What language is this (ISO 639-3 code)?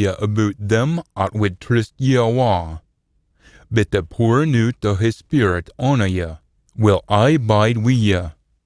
sco